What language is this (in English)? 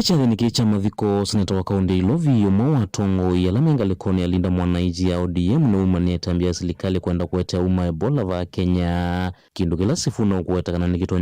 Kamba